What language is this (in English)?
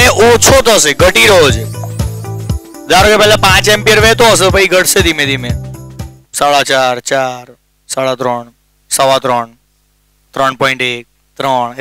Gujarati